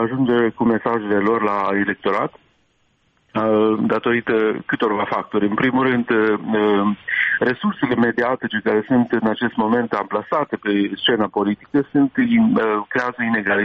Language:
Romanian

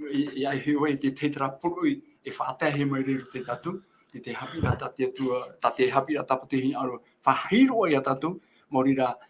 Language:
Tahitian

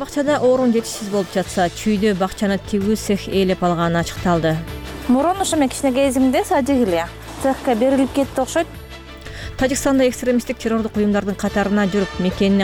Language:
Kyrgyz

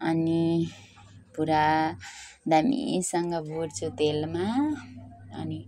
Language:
Nepali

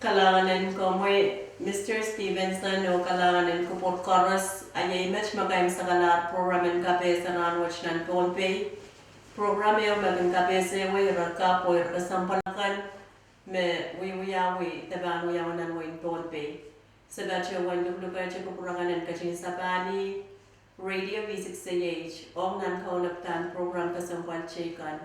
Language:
Pohnpeian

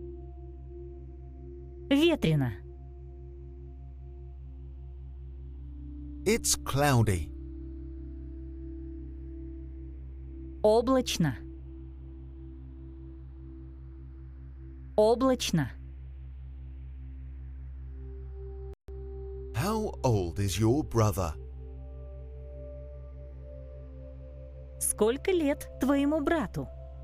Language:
Russian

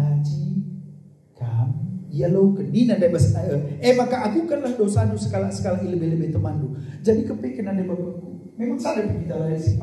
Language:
Batak Karo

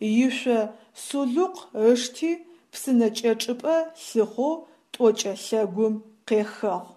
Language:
Adyghe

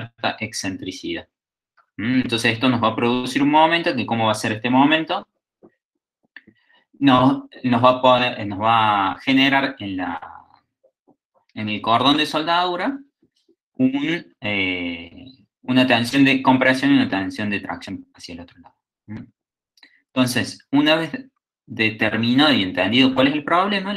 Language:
Spanish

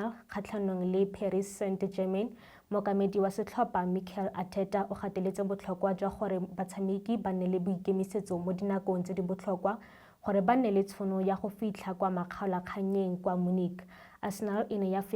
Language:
Tswana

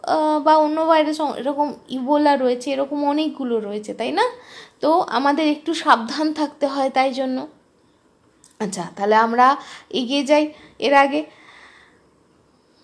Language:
Bangla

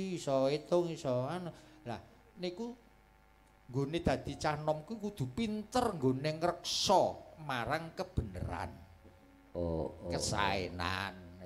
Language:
Javanese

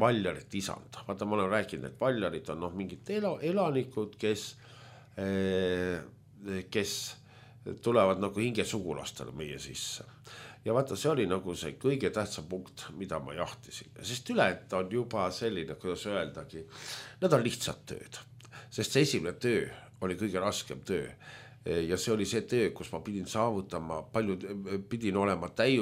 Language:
Estonian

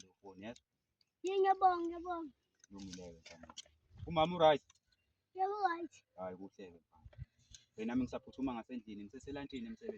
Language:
Zulu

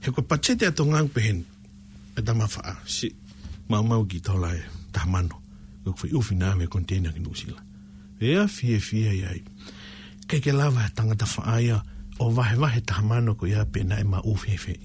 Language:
Tongan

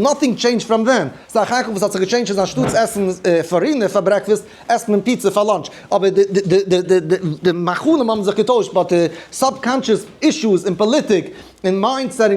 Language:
Yiddish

